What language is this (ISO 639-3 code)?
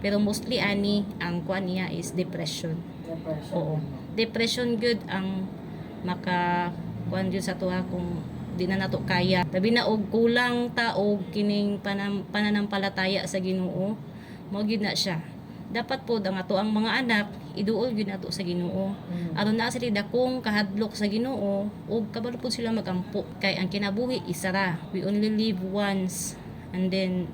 ceb